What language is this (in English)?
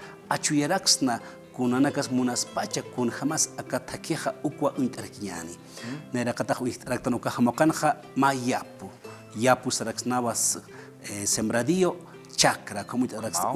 Aymara